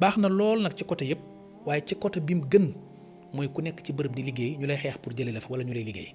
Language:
Wolof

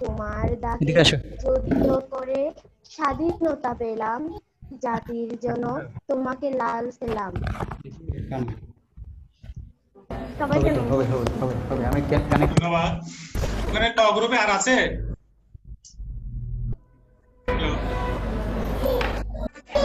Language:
Bangla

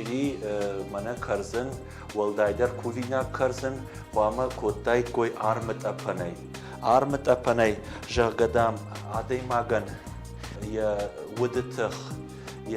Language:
Ossetic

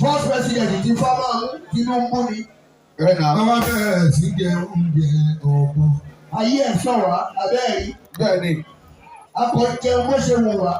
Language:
Yoruba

